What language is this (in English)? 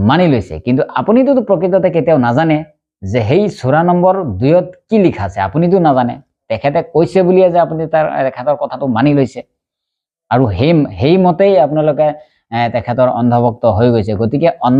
Assamese